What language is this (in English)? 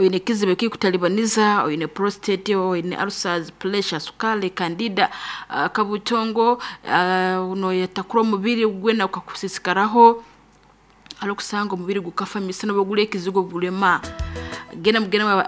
Nyankole